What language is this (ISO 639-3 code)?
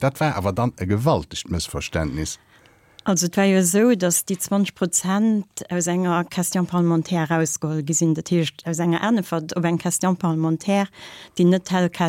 ltz